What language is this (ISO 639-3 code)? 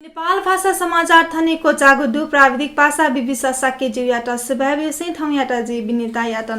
new